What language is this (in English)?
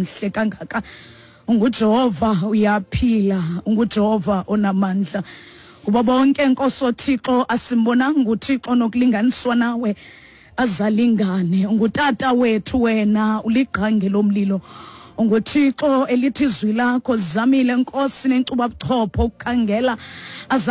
Xhosa